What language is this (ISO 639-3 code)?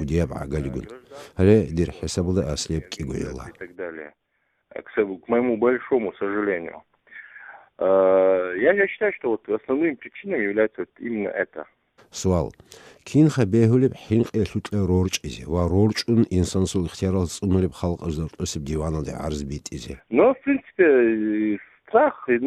ava